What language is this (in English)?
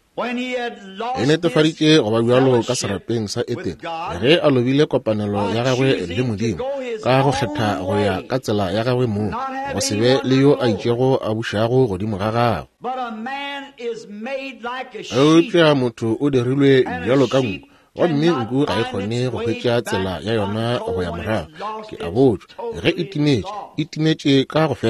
Northern Sotho